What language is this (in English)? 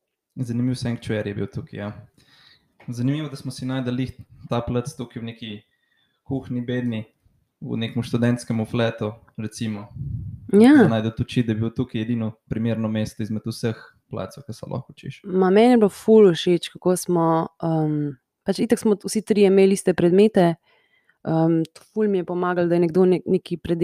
Slovenian